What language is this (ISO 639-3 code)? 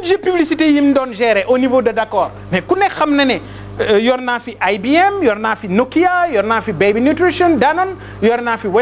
wol